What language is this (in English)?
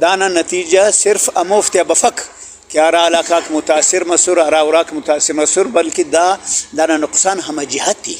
Brahui